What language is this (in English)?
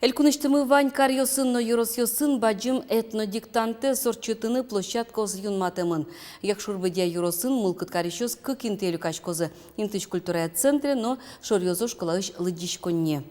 Udmurt